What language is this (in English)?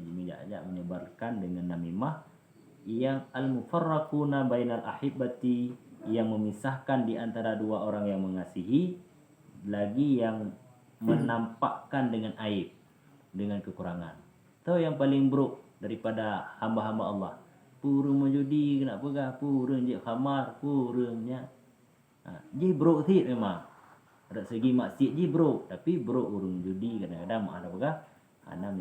Achinese